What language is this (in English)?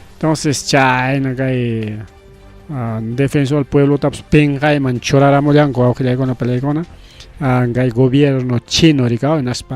Ayacucho Quechua